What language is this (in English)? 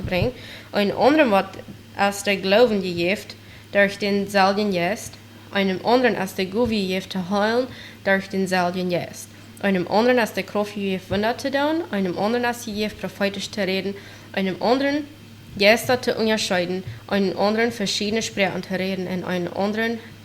Plautdietsch